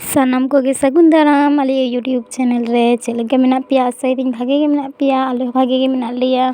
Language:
Santali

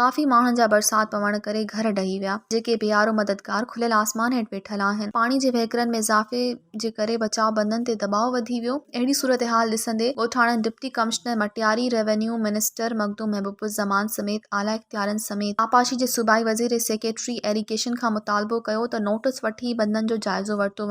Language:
Sindhi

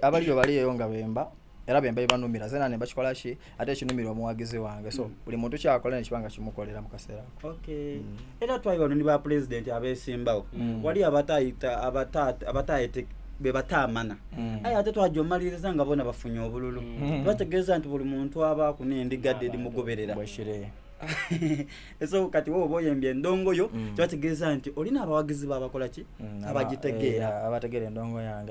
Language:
Soga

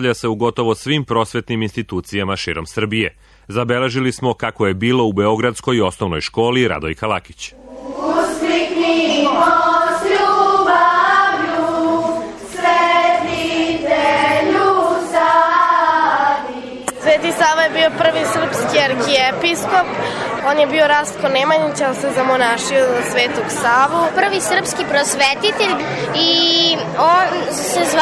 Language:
Serbian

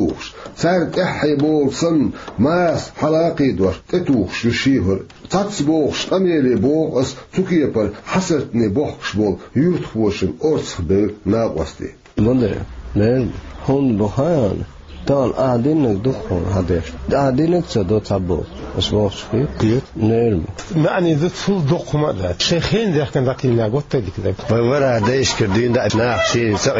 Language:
Chechen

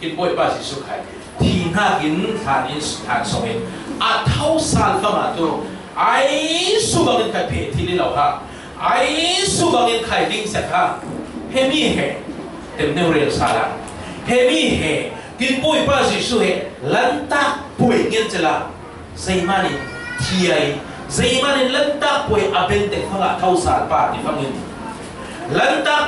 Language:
Falam Chin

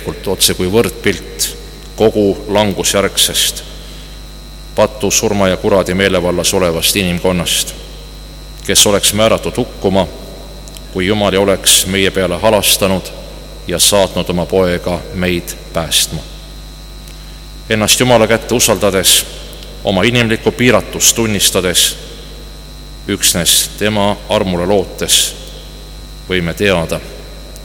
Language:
Estonian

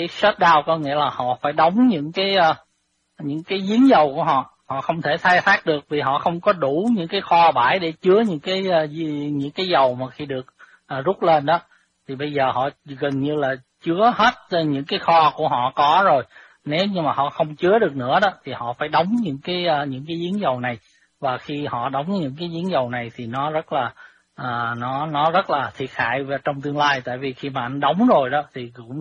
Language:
Vietnamese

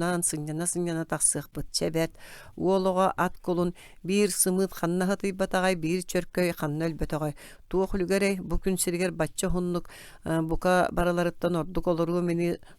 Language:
Yakut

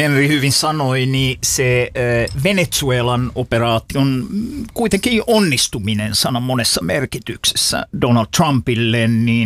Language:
Finnish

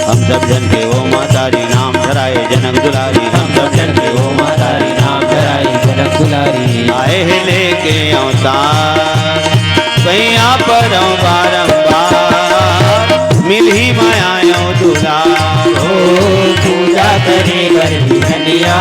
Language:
Chhattisgarhi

